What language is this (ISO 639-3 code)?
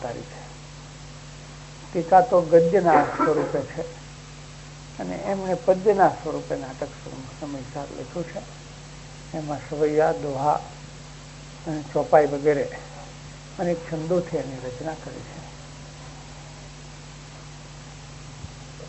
guj